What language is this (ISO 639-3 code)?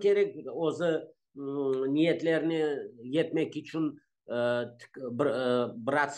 crh